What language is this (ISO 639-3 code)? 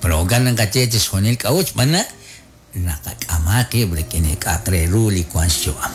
kek